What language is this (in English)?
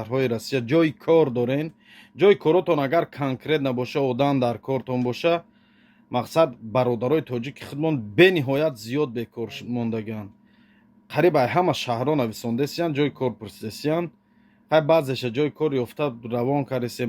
Tajik